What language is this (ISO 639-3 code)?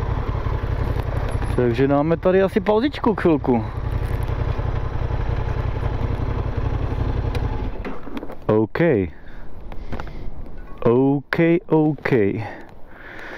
ces